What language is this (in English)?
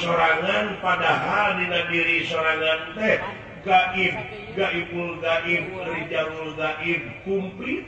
Sundanese